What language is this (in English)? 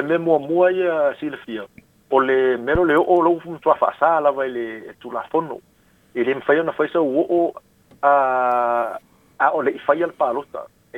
Samoan